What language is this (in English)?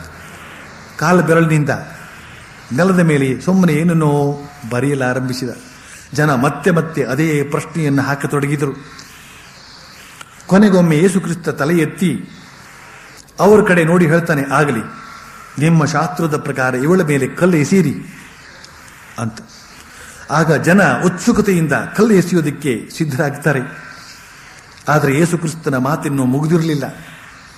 Kannada